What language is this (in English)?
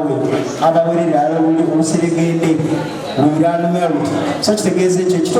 Soga